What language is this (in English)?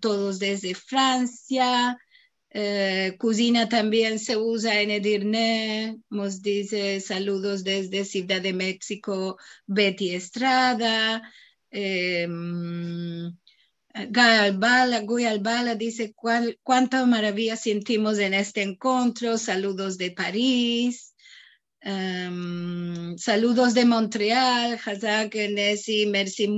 Ladino